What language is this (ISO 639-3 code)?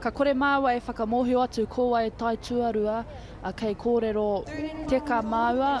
mri